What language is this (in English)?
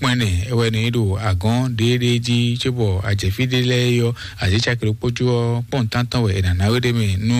Fon